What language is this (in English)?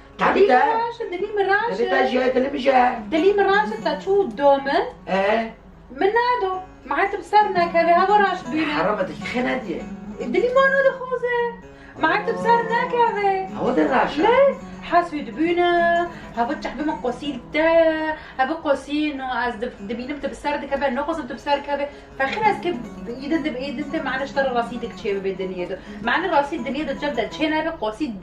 Kurdish